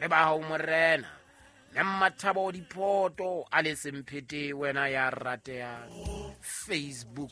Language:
Southern Sotho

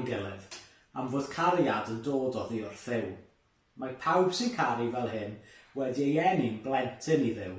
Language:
Welsh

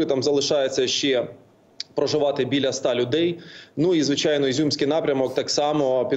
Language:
Ukrainian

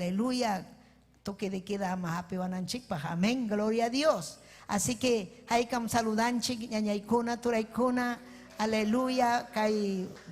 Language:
Ayacucho Quechua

